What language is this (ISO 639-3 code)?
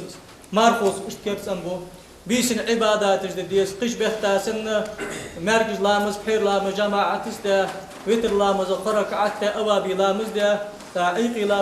inh